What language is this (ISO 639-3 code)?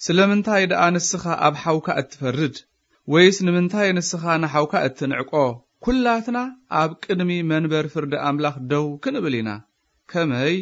tir